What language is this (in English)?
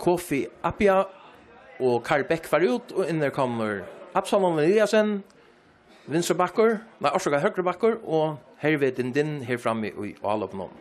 Faroese